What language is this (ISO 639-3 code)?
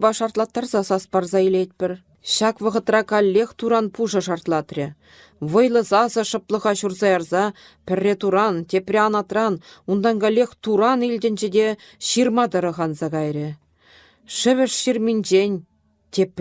chv